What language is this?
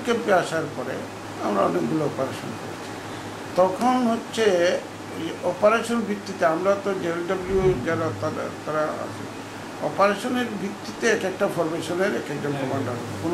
Bangla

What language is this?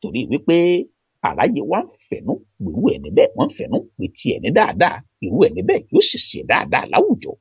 Yoruba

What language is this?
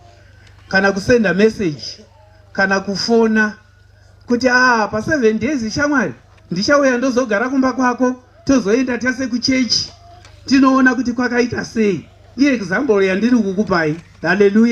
Shona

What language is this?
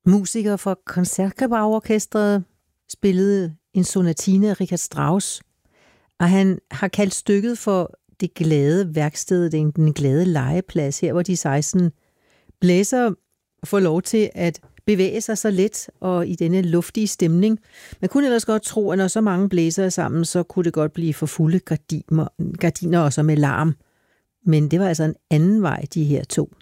Danish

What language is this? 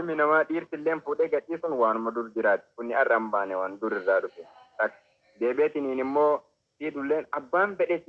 Oromo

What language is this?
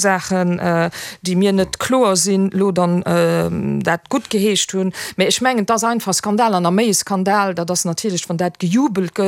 Luxembourgish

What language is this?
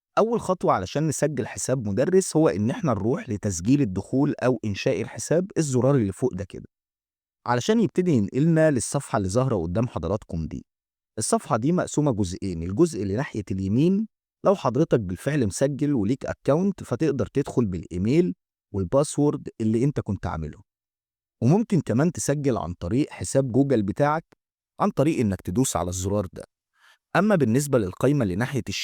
Egyptian Arabic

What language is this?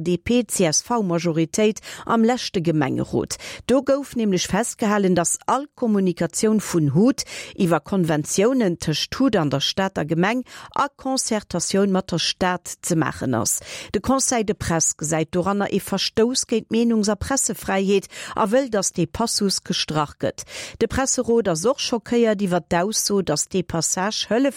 Luxembourgish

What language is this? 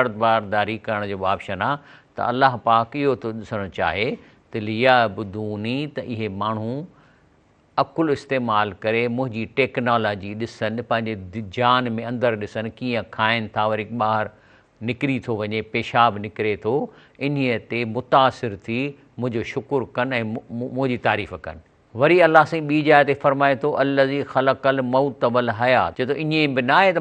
Sindhi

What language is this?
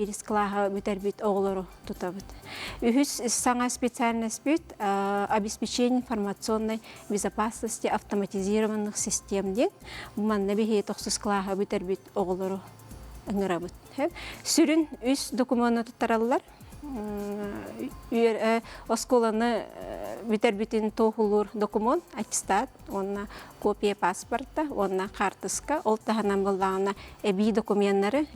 Yakut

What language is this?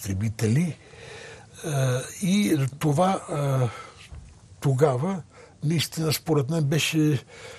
Bulgarian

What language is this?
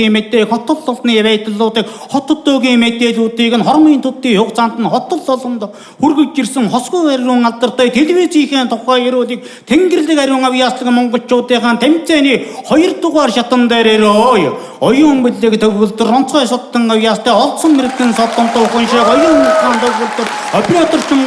Mongolian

